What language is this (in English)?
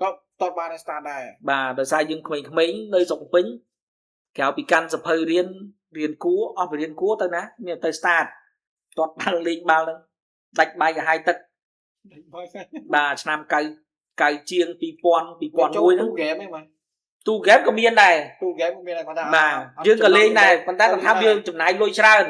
Khmer